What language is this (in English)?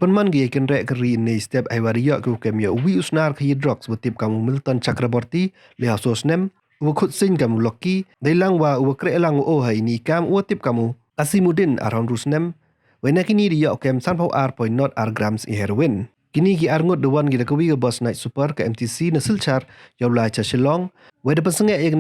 Pnar